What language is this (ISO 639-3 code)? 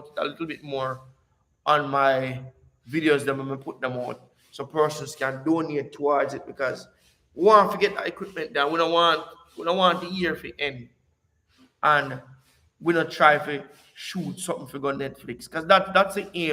jam